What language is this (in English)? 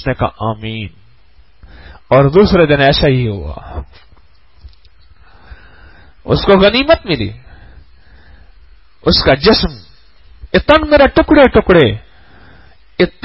Urdu